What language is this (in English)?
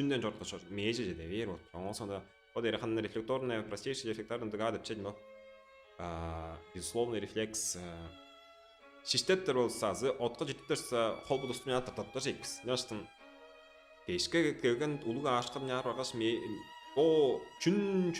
Tuvinian